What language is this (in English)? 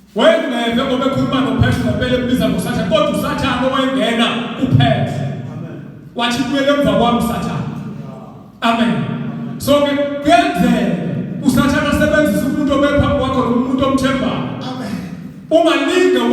Zulu